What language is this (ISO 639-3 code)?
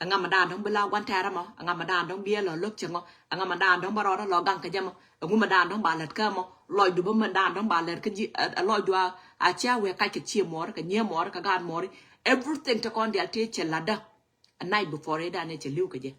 nus